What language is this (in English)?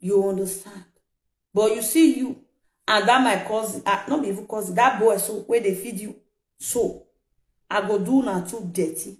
Nigerian Pidgin